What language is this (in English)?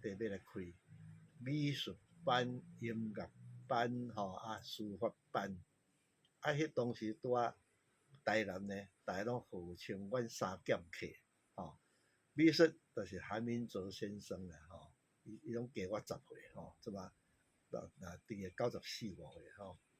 Min Nan Chinese